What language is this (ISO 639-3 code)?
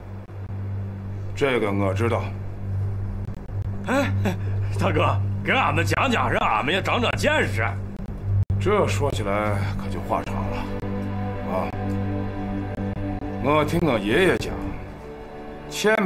zho